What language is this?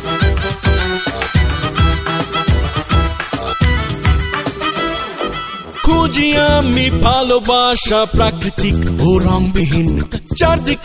Bangla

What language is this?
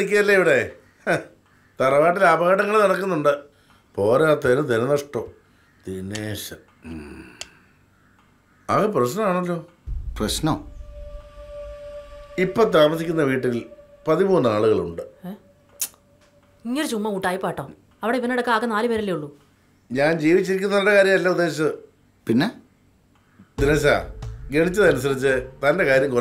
Malayalam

